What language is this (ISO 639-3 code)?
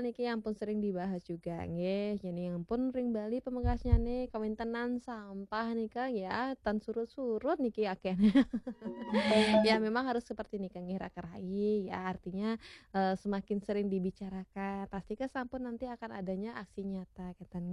ban